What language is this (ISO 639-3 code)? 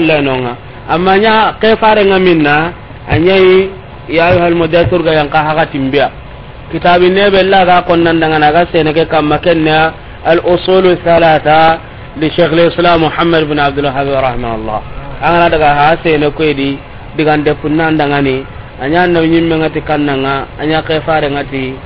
snk